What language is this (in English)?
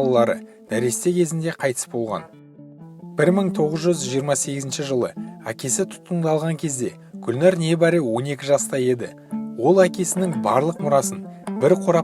Kazakh